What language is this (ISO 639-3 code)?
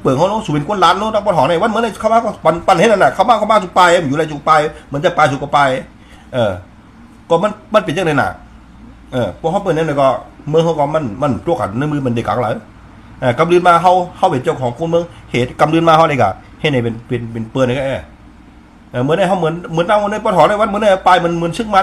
shn